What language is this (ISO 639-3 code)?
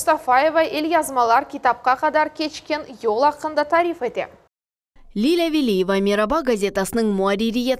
crh